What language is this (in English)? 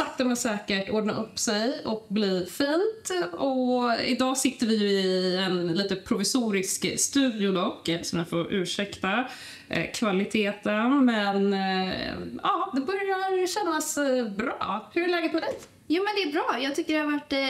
Swedish